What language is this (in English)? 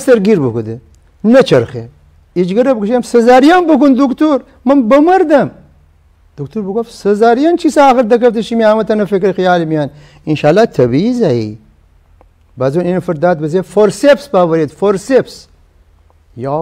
Gilaki